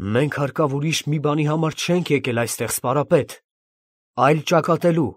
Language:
Armenian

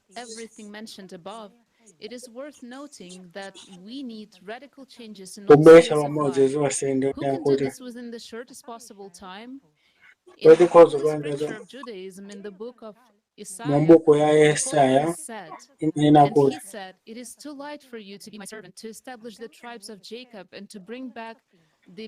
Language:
Nyanja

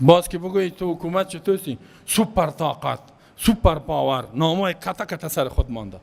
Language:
Persian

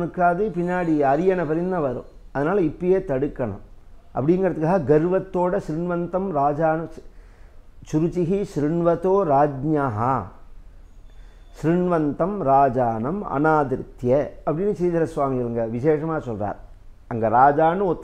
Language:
Tamil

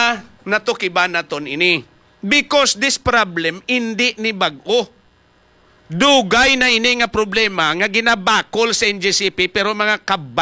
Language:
Hiligaynon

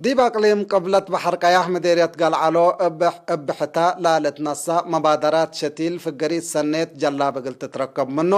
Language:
Tigre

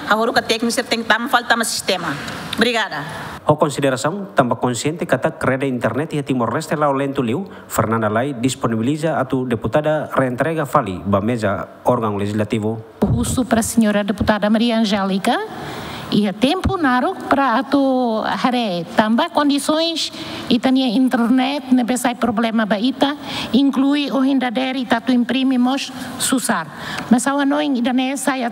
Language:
Tetum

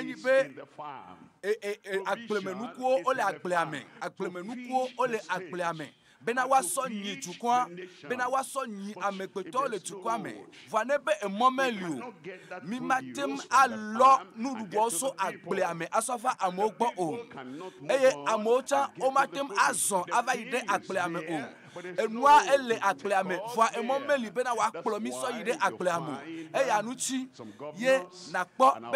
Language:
Ewe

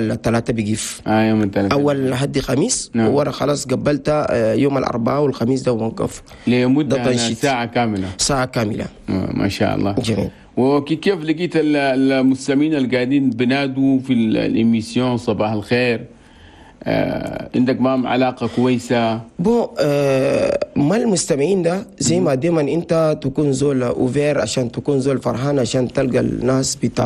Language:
Chadian Arabic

